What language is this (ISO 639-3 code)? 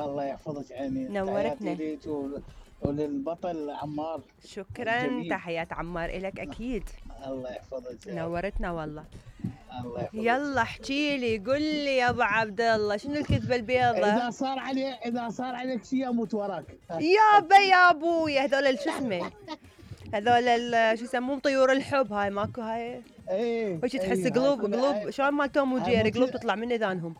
acm